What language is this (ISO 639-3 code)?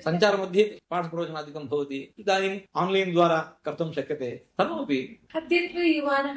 san